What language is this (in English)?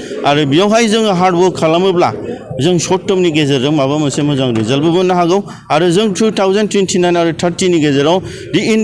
Bodo